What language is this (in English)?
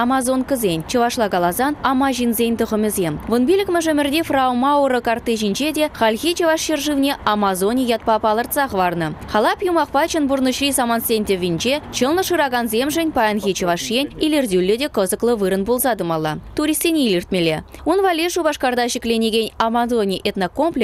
Chuvash